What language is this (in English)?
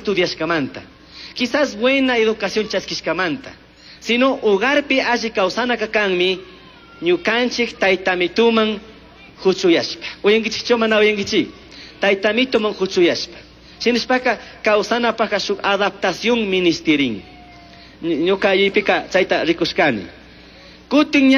Chimborazo Highland Quichua